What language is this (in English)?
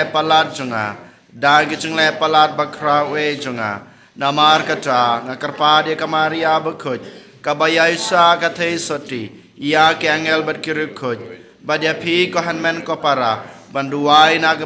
Khasi